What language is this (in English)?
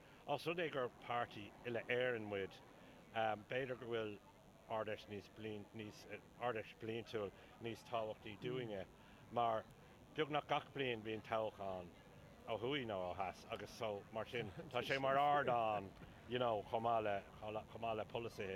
Irish